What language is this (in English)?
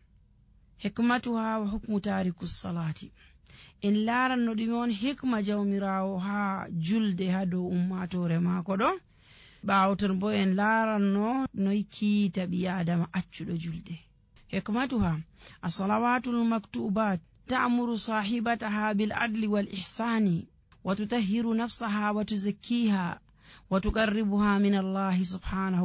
Nigerian Fulfulde